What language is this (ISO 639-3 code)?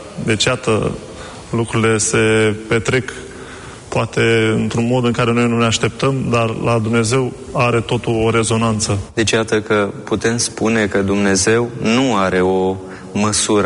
ron